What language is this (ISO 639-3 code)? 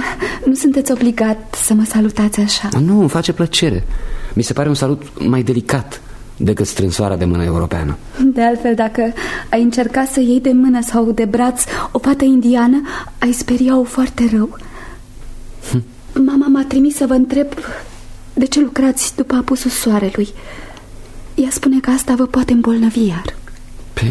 ron